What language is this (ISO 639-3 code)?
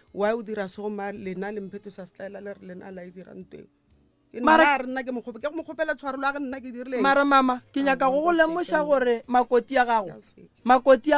nso